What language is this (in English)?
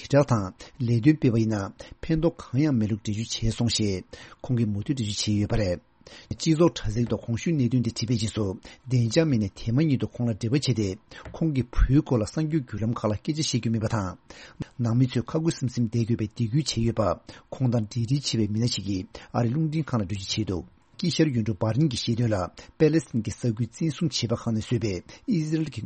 Tibetan